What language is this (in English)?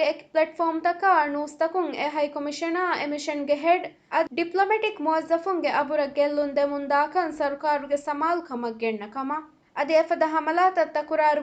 Divehi